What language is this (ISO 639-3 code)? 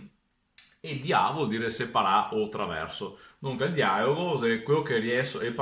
vec